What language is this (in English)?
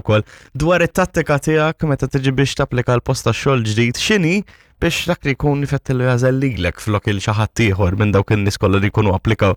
Maltese